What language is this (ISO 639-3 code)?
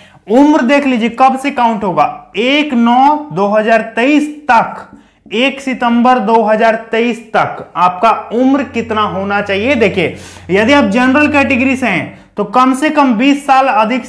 hin